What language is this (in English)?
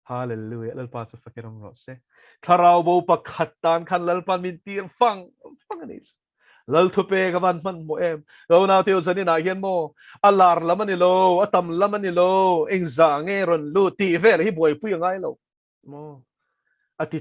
Mizo